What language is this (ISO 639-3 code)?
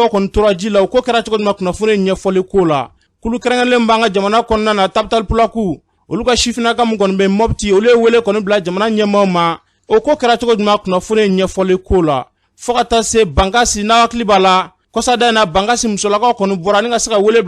bam